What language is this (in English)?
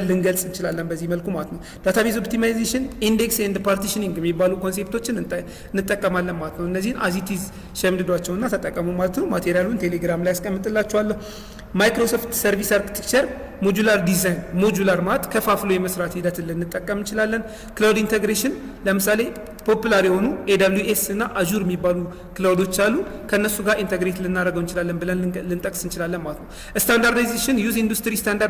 Amharic